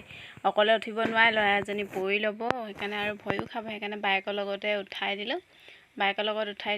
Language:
Assamese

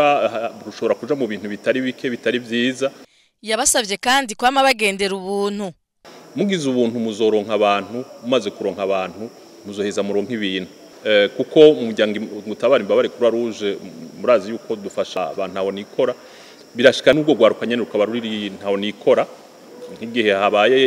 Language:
Rundi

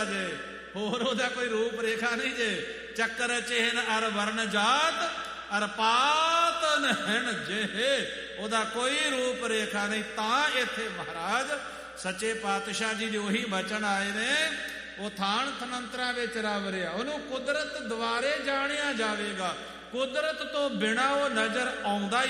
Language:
Punjabi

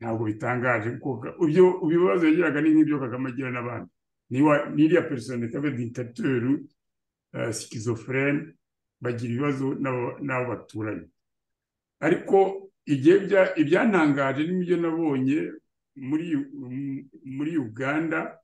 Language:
Kinyarwanda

